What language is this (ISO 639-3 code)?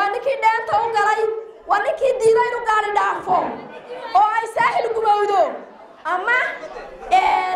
som